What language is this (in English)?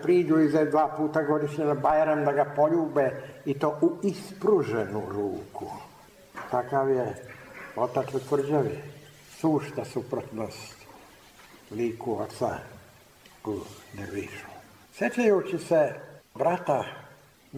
Serbian